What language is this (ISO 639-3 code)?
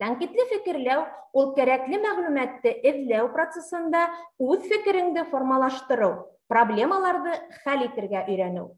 bak